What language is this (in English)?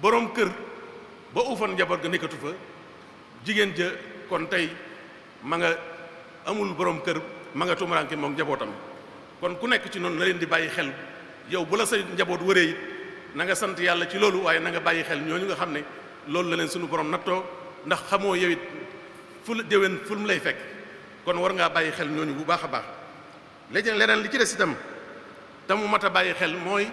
Wolof